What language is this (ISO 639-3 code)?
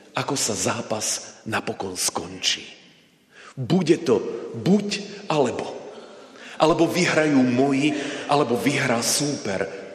slk